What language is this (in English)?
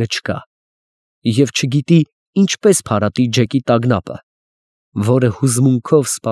Armenian